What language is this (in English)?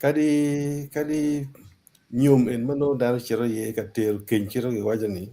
Acoli